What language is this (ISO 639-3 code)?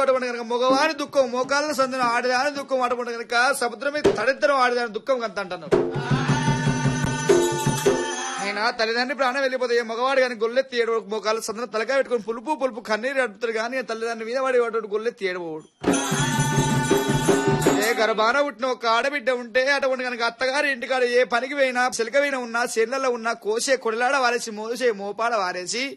tel